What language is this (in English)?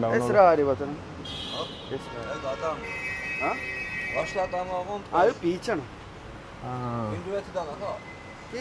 Malayalam